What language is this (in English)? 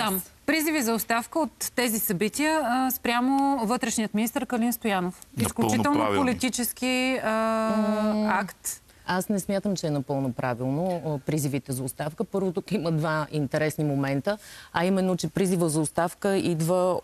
Bulgarian